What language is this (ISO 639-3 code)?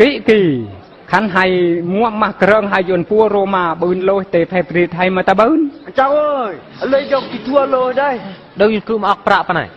bru